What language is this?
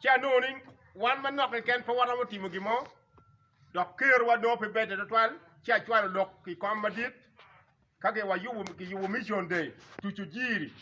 Acoli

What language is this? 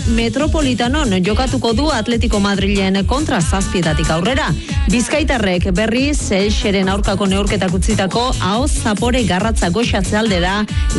Basque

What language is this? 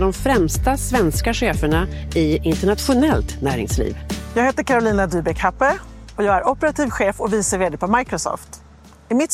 Swedish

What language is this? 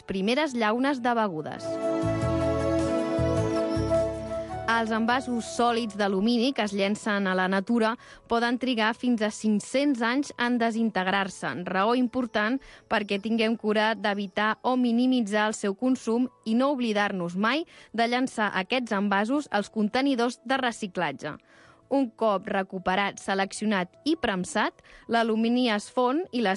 Catalan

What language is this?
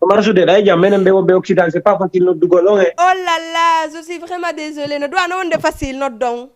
Fula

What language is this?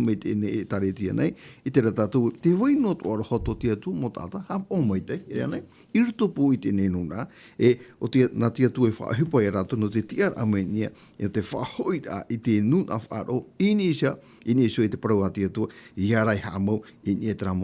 Tahitian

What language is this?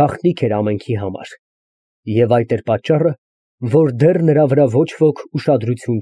Armenian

